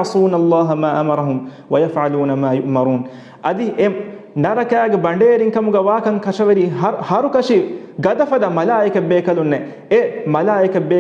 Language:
Divehi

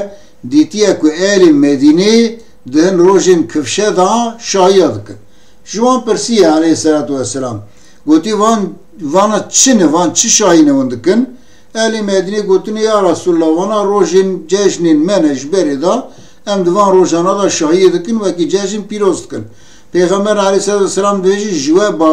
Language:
Kurdish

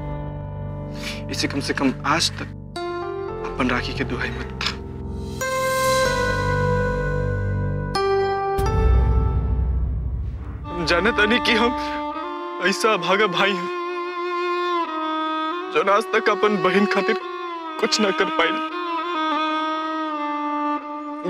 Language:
Bhojpuri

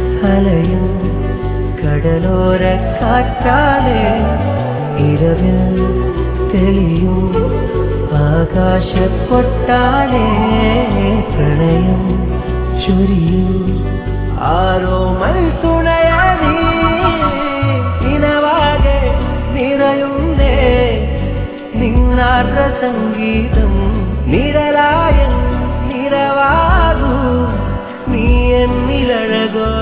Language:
Malayalam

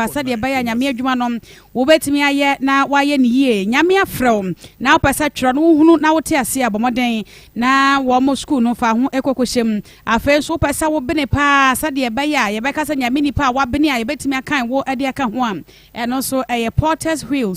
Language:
Akan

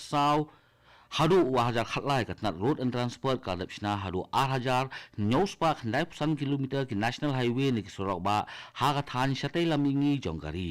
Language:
Khasi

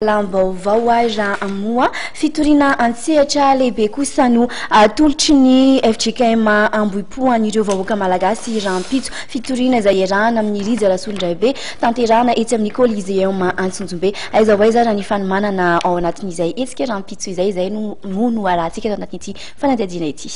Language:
Malagasy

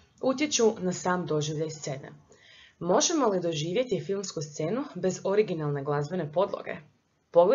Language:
Croatian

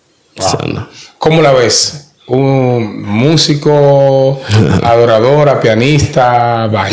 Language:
Spanish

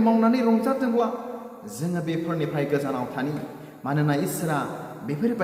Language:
Bodo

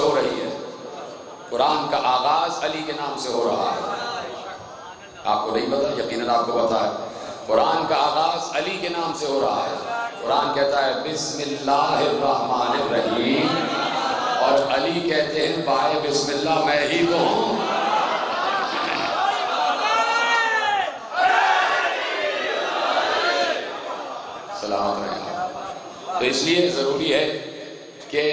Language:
Urdu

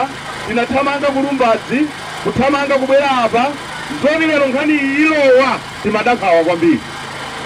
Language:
Nyanja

